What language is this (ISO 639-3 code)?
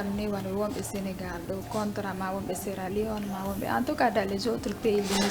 ful